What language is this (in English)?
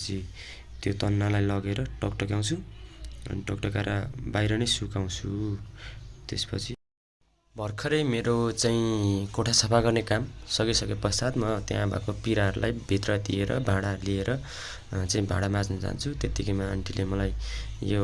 Nepali